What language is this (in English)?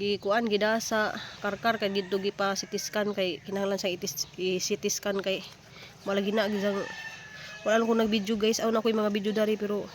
Cebuano